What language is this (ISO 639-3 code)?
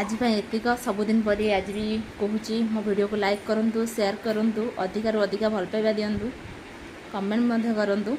ori